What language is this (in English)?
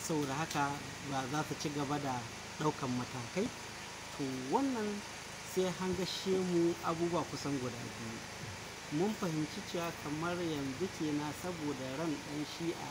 Hausa